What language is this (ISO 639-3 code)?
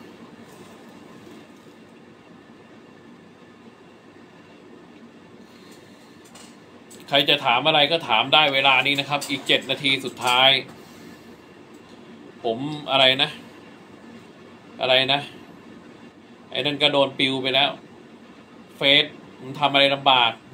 tha